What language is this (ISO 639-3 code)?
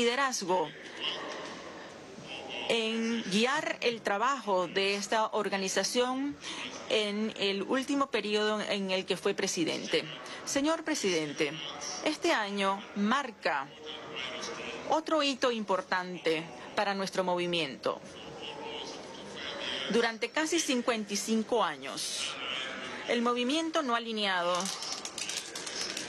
spa